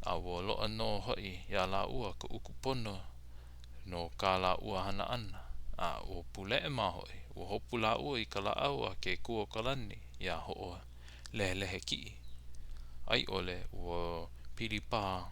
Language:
Hawaiian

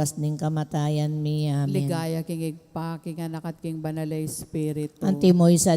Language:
Pampanga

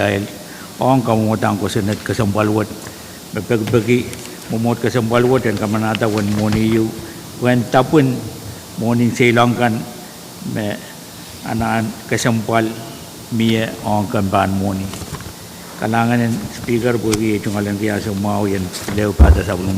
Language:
Pohnpeian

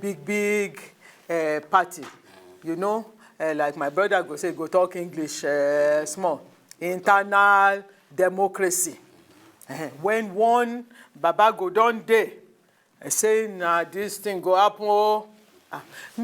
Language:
Nigerian Pidgin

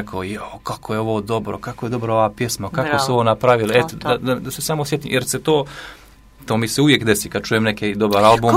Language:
Serbian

